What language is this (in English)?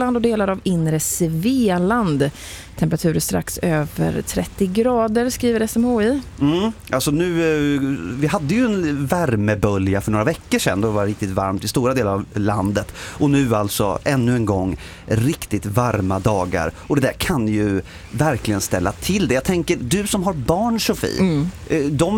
Swedish